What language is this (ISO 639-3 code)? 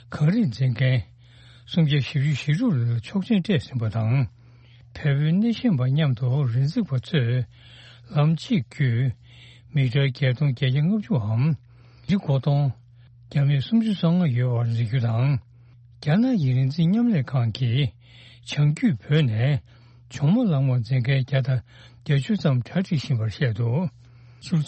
bod